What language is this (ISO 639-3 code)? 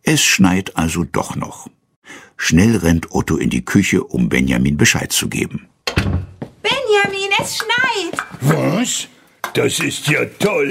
deu